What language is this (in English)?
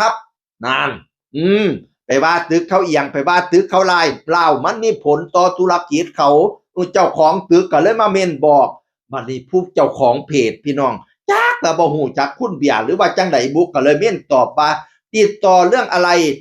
Northeastern Thai